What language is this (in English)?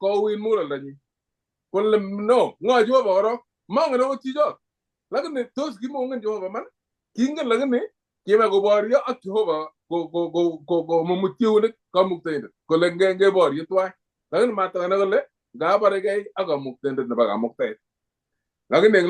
Kalenjin